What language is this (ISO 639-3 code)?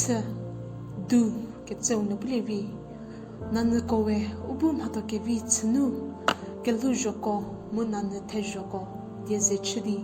njm